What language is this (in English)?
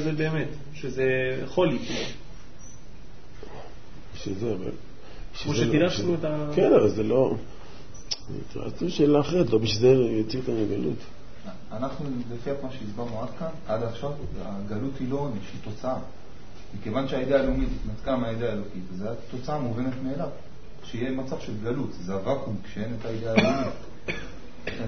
Hebrew